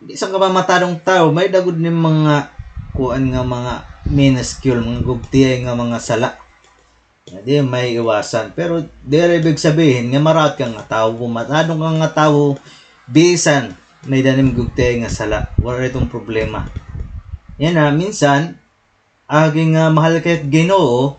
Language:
Waray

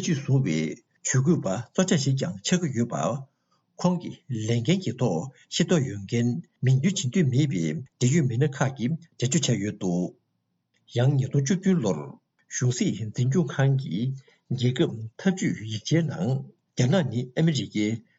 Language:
Tibetan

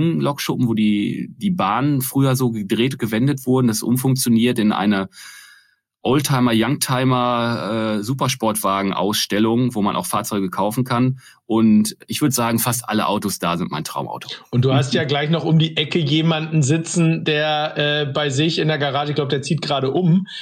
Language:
German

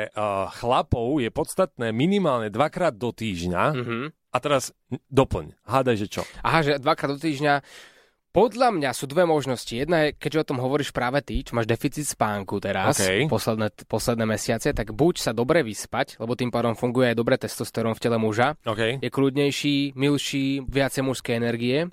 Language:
Slovak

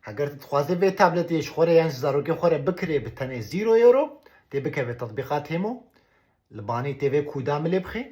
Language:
Kurdish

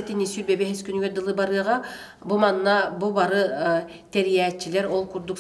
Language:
Yakut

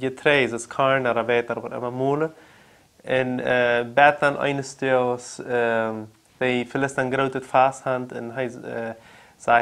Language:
Plautdietsch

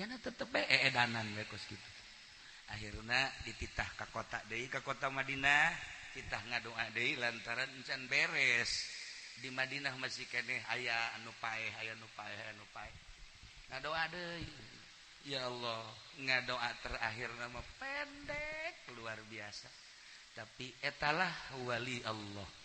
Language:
Sundanese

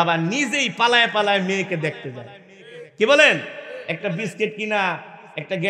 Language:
Bangla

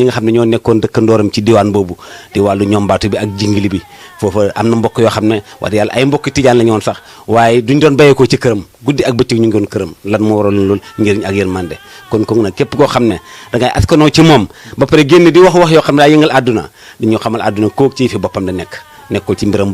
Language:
Wolof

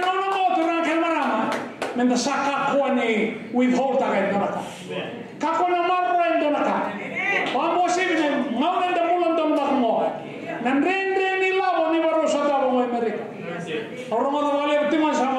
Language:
Fijian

